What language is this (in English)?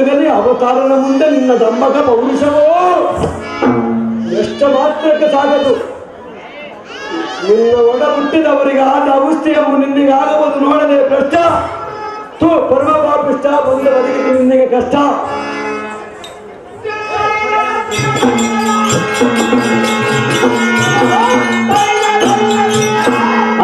Kannada